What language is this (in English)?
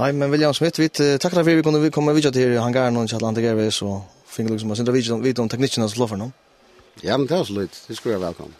Faroese